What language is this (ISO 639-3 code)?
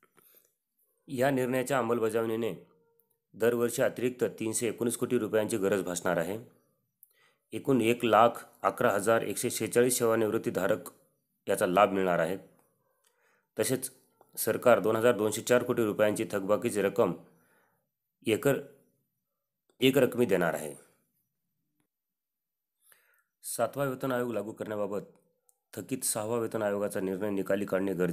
mar